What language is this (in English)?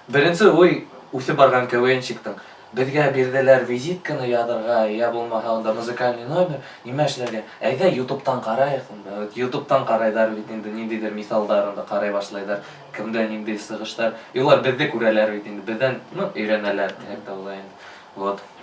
Bashkir